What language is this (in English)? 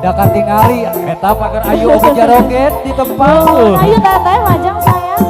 Sundanese